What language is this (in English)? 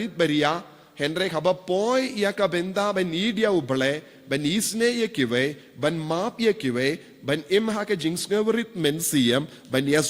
Khasi